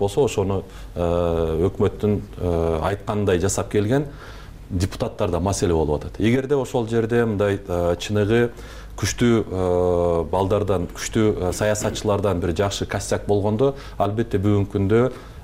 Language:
Kyrgyz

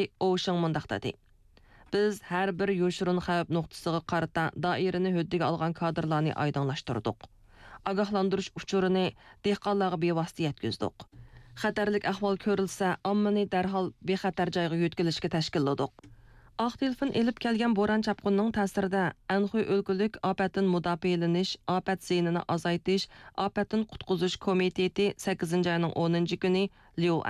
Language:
Uyghur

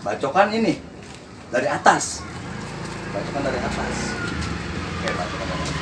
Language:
Betawi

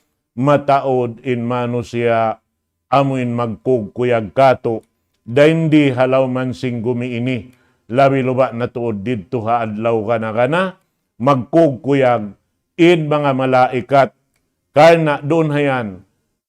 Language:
Tausug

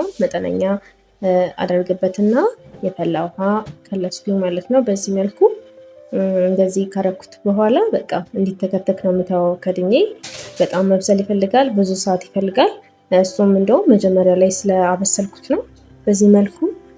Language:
Amharic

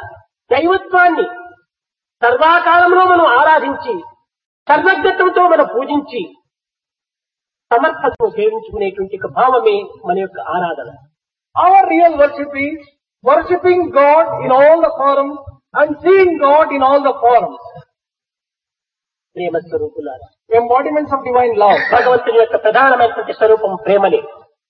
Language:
Telugu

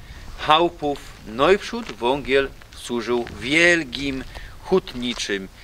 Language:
Silesian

